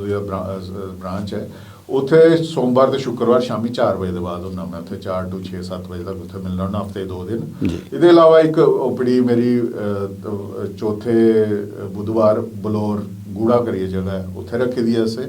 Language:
Dogri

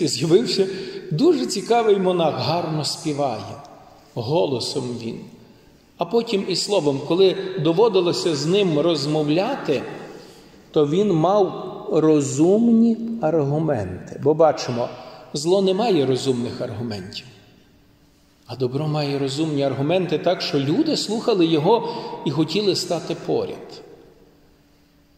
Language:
Ukrainian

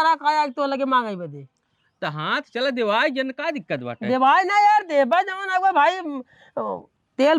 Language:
Awadhi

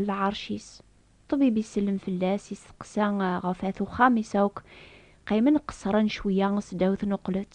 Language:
Kabyle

